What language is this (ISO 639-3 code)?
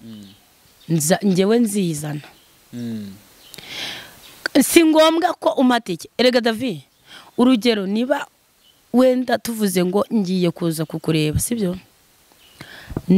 kin